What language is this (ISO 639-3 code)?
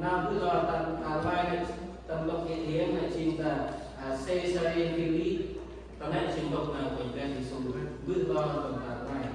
cmo